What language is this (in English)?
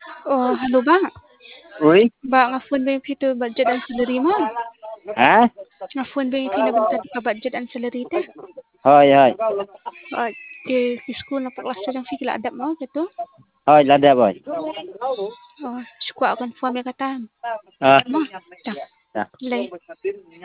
Khasi